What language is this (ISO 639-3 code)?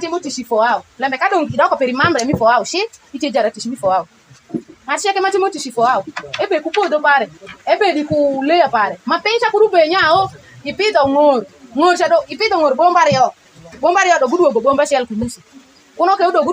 alz